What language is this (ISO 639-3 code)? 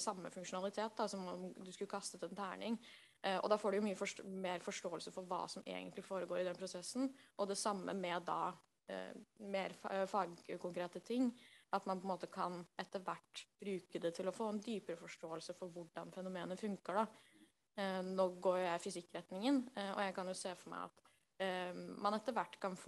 nor